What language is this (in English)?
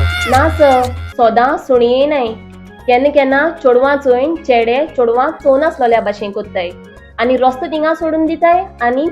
Konkani